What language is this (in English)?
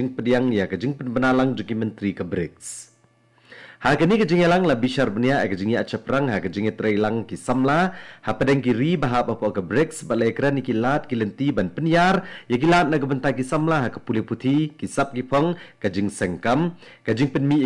Khasi